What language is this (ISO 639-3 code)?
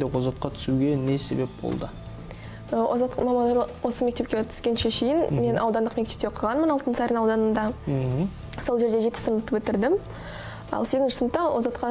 kaz